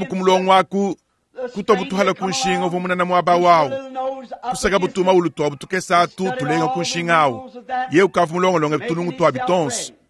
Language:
Luba-Lulua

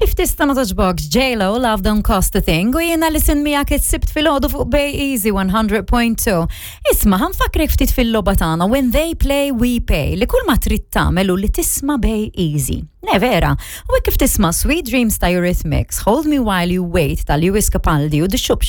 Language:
Maltese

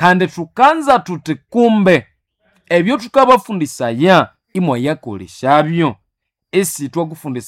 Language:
Nande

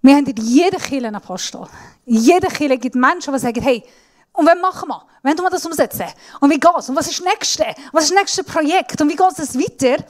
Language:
Swiss German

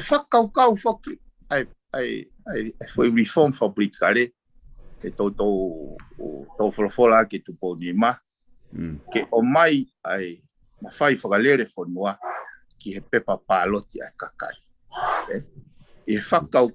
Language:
Tongan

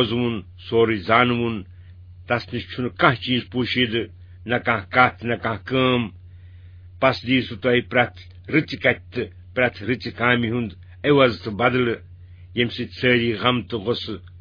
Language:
Kashmiri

